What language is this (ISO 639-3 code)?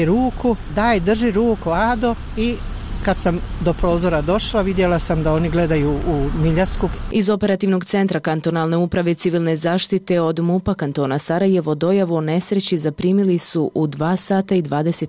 bos